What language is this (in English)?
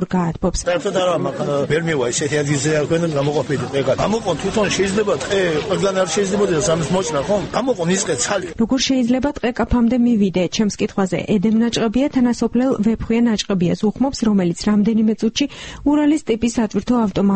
Georgian